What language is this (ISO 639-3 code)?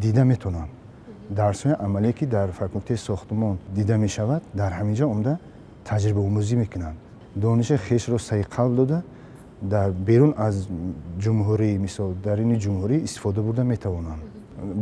tgk